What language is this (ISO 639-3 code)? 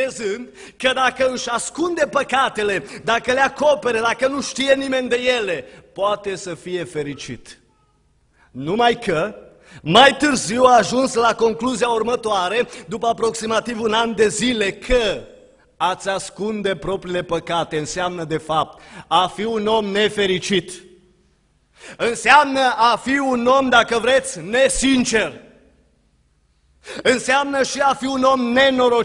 ron